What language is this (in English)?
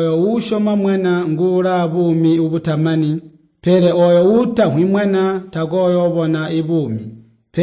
Tonga (Zambia)